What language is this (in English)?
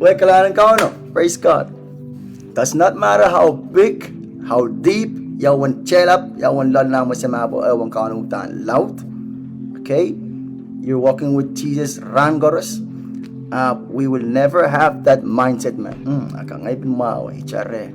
Pohnpeian